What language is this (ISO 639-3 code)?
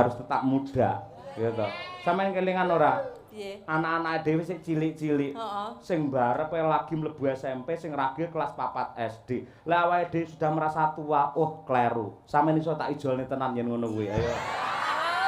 jav